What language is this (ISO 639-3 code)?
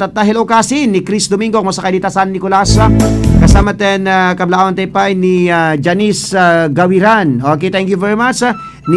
ilo